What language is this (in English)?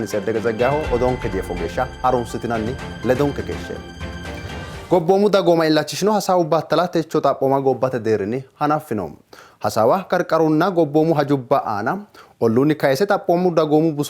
Sidamo